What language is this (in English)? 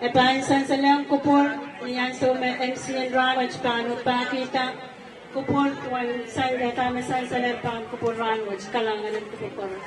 Pohnpeian